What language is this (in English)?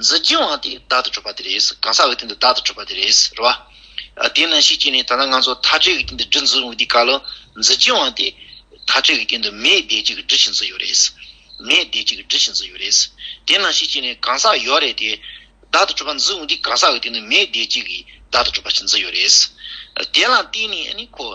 Tibetan